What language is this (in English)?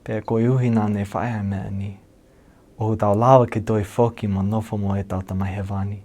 Tongan